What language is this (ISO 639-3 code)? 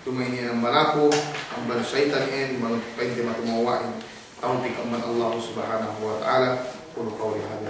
yka